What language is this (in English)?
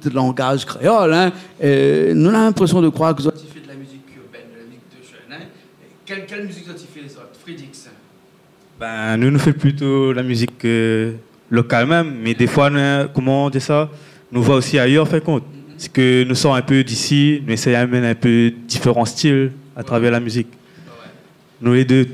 Réunion Creole French